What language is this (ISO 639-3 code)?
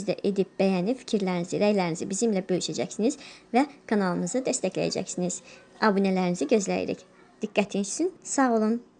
aze